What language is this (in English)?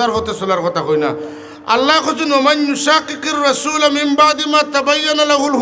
Sylheti